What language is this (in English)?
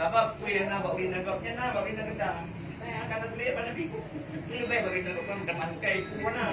Achinese